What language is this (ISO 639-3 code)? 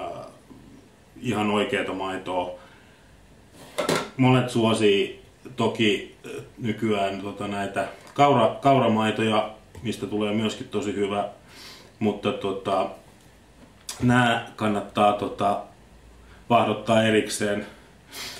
fin